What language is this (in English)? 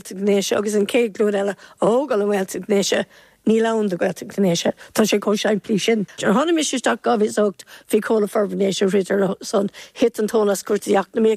Irish